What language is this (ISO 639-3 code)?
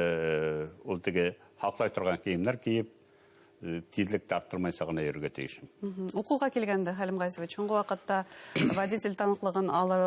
bak